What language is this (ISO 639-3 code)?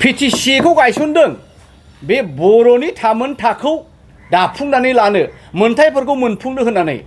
brx